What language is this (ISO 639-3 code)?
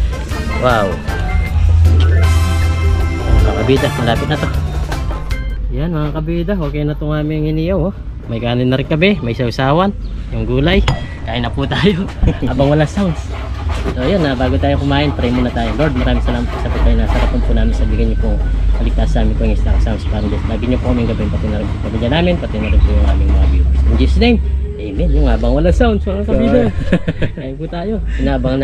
fil